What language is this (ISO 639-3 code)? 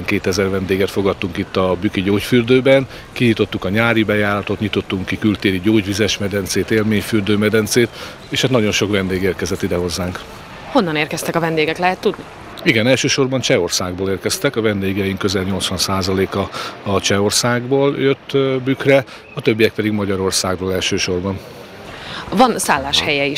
hun